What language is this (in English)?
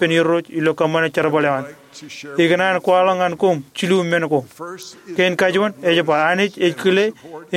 Marshallese